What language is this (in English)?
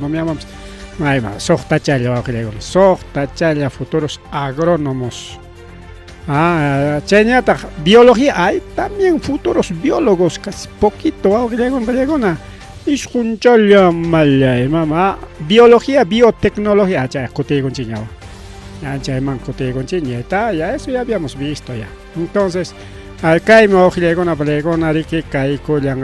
Ayacucho Quechua